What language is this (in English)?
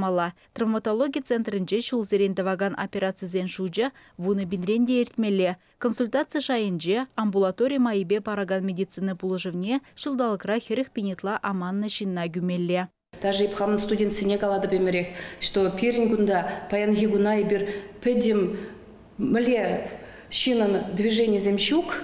Chuvash